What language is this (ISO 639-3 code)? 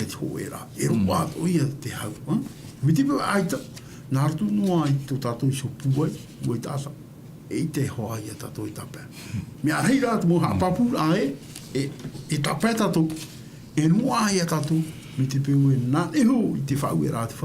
tah